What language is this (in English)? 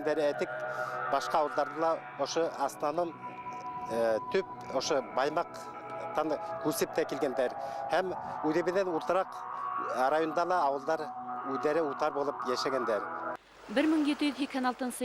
Bashkir